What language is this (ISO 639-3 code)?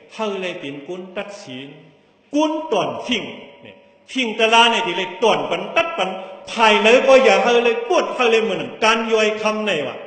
shn